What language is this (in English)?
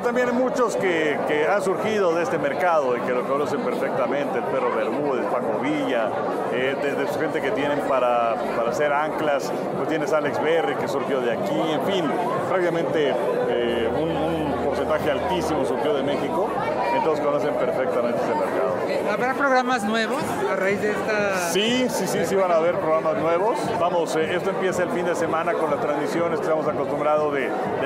Spanish